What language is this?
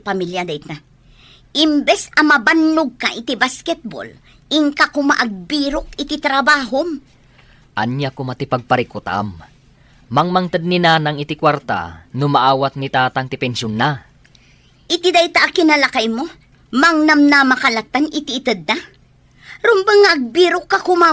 Iloko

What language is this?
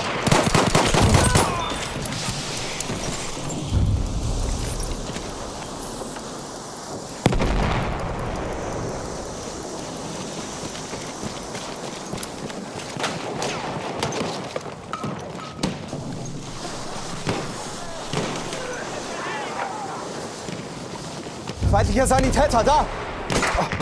German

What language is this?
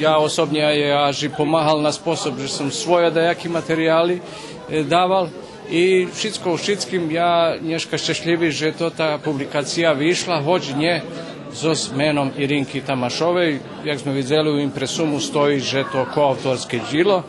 Rusyn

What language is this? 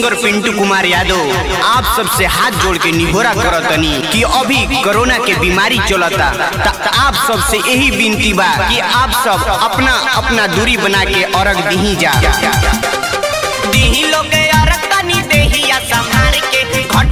Bhojpuri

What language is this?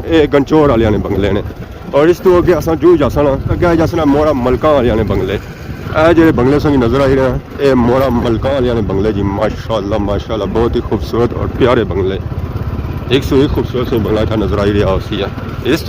Pahari-Potwari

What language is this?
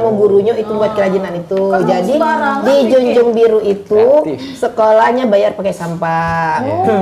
Musi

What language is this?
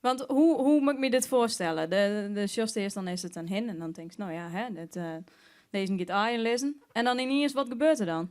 Western Frisian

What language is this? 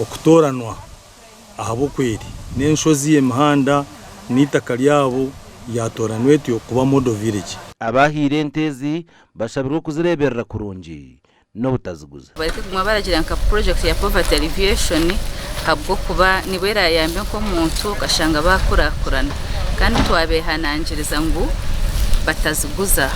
Nyankole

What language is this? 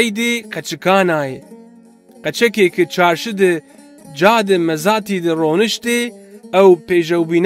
Zaza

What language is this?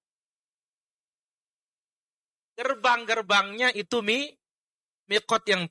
Indonesian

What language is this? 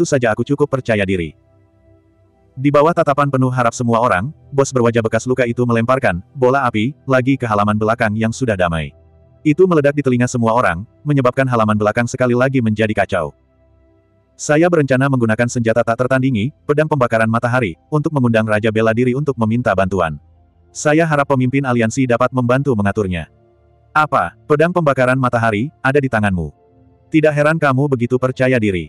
Indonesian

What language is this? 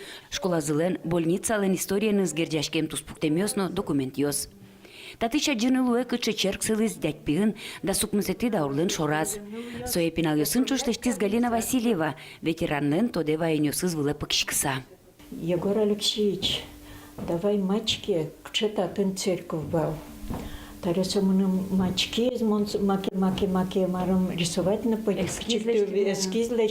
Udmurt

